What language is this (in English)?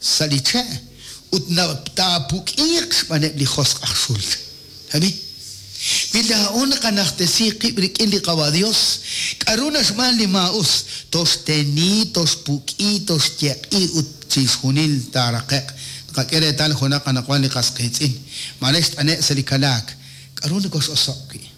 Kekchí